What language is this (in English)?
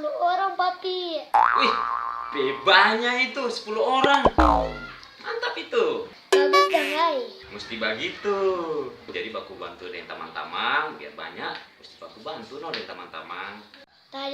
Manado Malay